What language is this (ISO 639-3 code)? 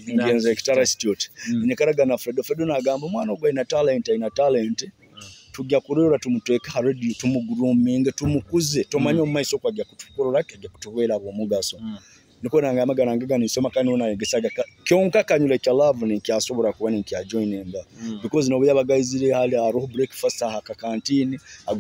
nyo